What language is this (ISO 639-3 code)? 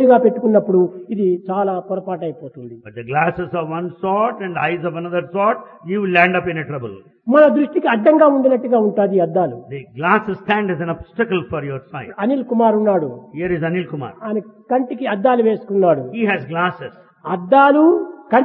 tel